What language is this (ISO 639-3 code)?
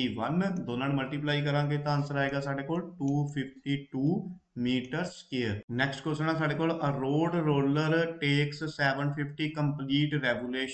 pan